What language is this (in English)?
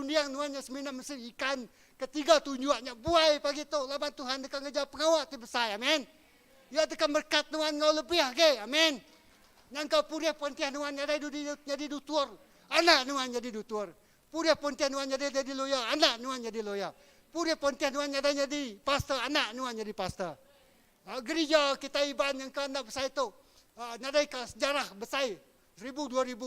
Iban